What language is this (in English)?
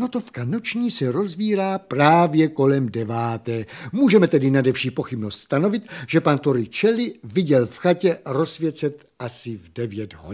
Czech